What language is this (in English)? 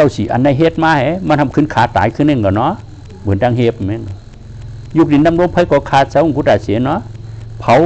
Shan